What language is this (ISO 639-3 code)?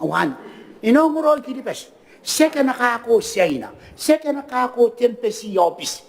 gil